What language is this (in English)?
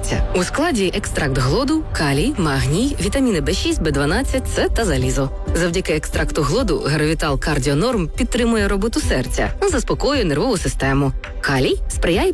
Ukrainian